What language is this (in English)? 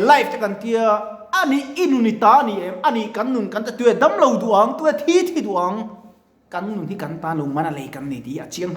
Mizo